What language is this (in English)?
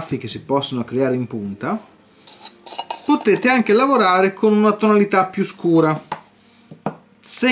Italian